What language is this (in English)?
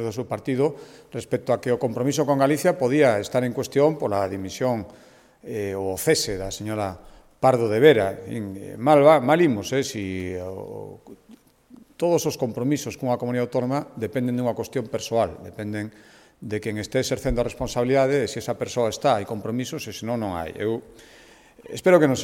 Galician